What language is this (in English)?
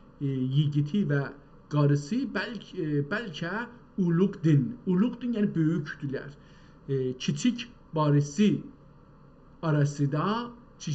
South Azerbaijani